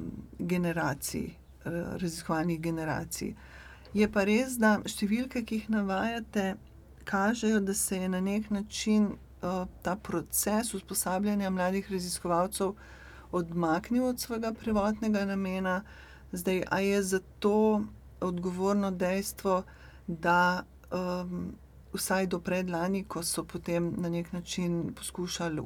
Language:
Slovenian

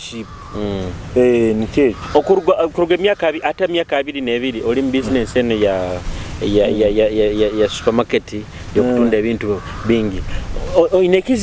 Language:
Nyoro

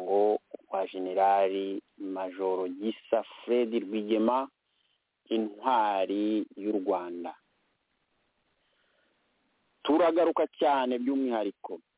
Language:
Kinyarwanda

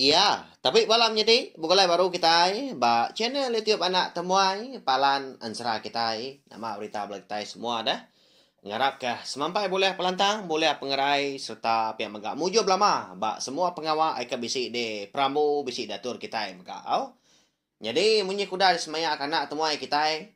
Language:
Iban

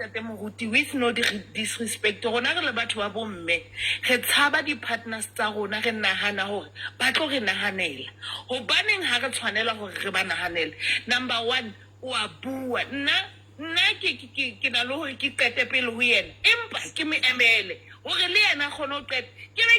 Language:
Southern Sotho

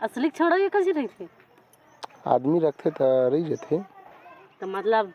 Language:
Chhattisgarhi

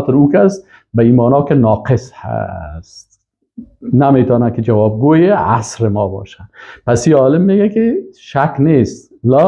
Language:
Persian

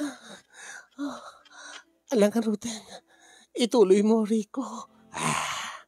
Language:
Iloko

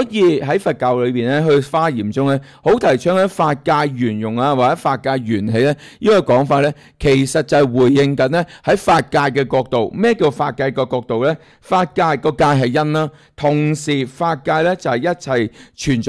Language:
Cantonese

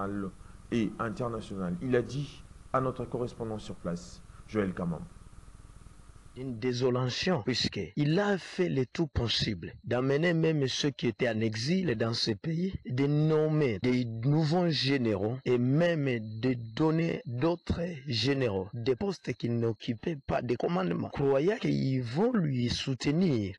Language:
French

